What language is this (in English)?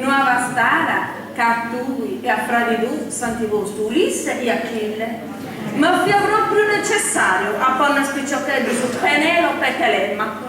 Sardinian